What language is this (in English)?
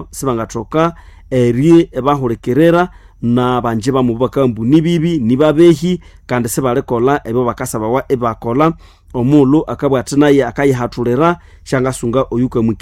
Nande